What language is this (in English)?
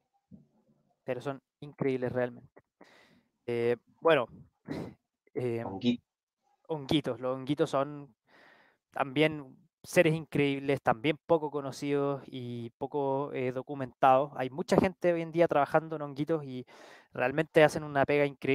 Spanish